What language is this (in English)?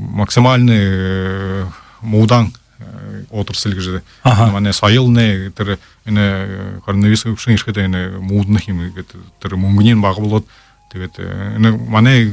Buriat